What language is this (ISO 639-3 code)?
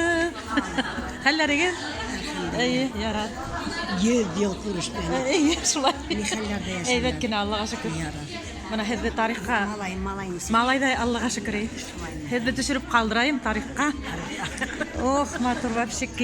bak